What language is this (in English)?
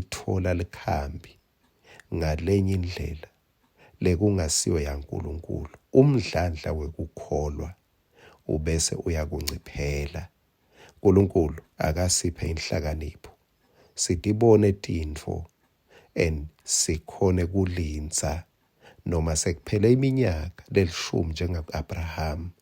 Swati